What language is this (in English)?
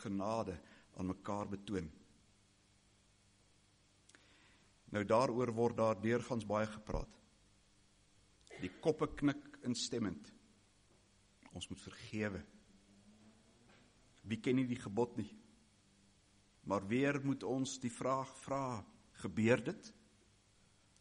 Afrikaans